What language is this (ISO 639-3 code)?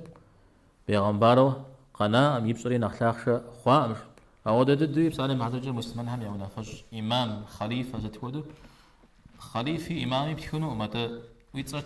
kbd